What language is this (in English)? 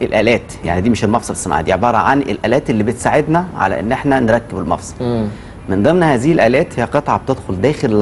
Egyptian Arabic